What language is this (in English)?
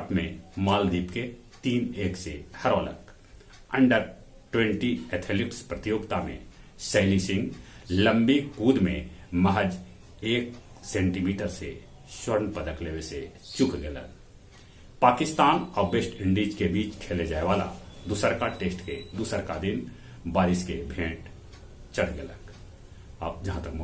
Magahi